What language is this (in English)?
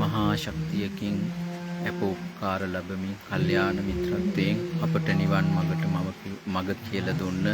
Sinhala